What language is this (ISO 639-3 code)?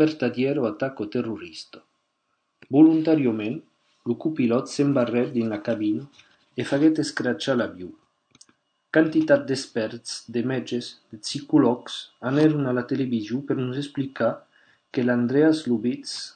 oci